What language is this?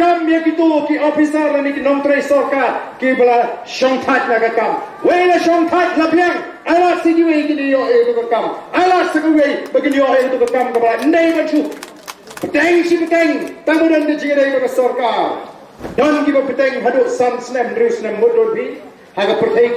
Khasi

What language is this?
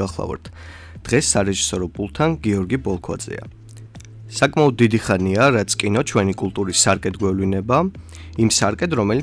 Georgian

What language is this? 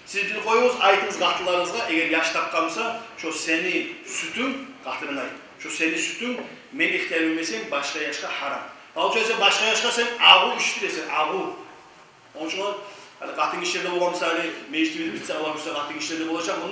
Kumyk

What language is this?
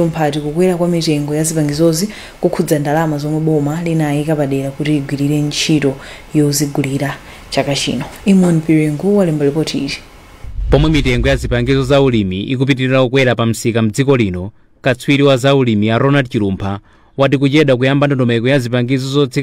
Nyanja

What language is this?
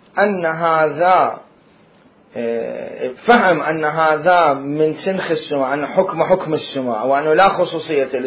Mesopotamian Arabic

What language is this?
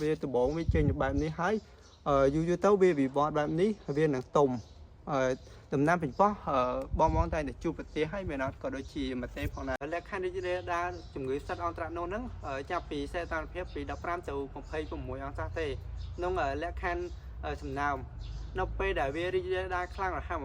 Khmer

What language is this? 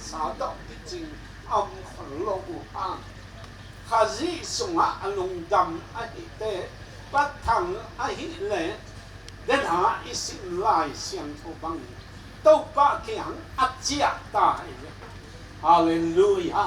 Tedim Chin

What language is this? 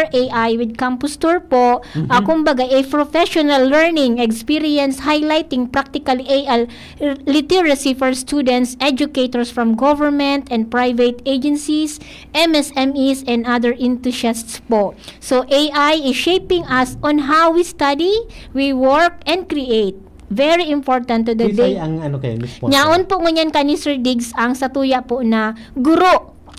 Bikol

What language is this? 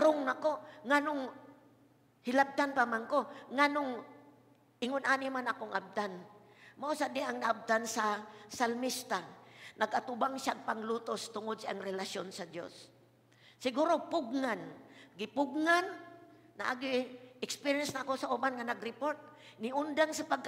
Cebuano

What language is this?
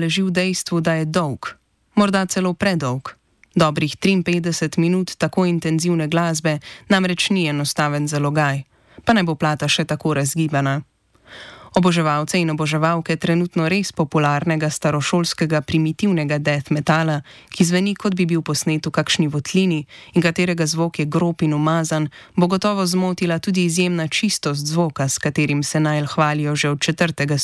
Slovenian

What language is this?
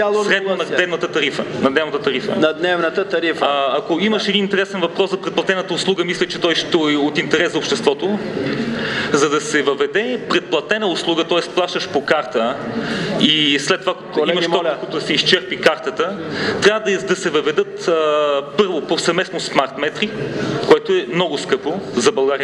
Bulgarian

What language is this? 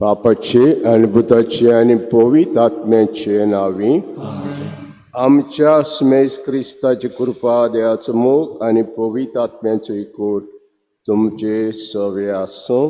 Konkani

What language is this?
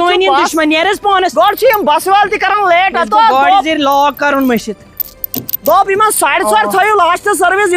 Kashmiri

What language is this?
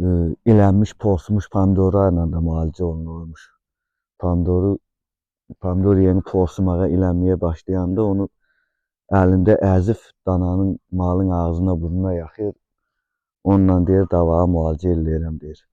Azerbaijani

